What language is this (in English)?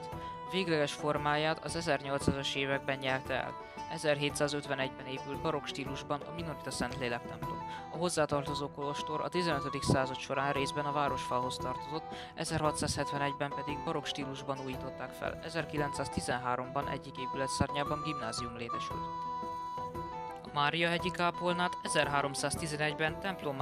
Hungarian